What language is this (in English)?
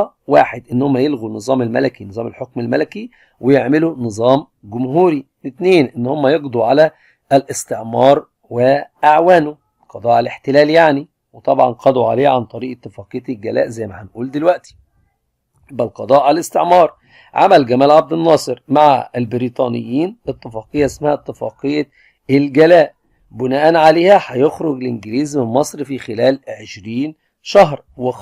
Egyptian Arabic